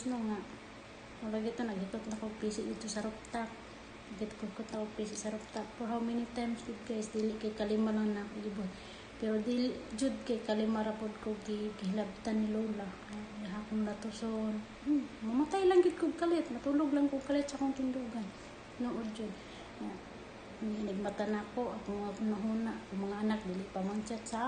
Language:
Cebuano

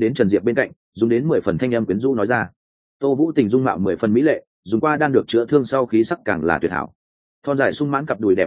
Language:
Vietnamese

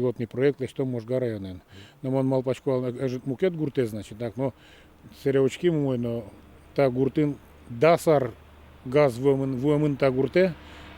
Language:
Udmurt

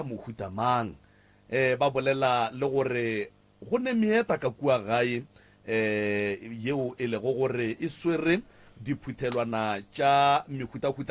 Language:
Northern Sotho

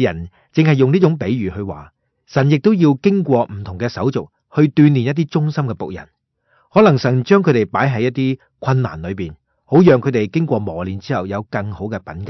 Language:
Cantonese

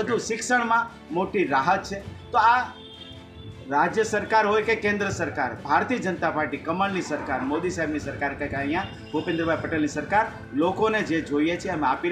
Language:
Gujarati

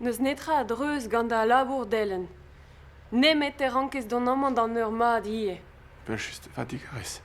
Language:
Breton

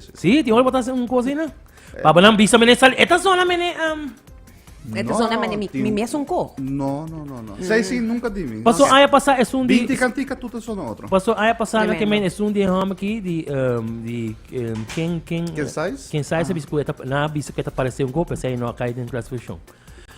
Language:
Papiamento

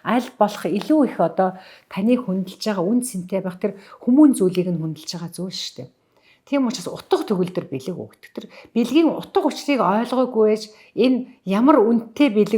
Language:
Mongolian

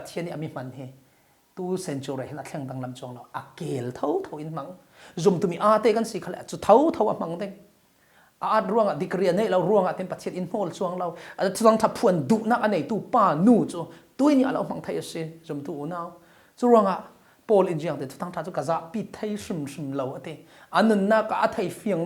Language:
Falam Chin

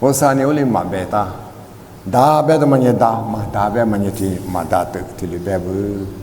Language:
Lisu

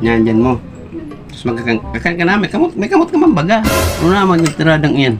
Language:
Bikol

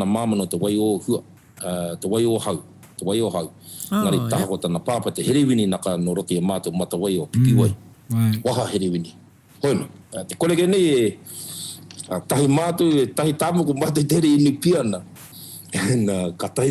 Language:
Māori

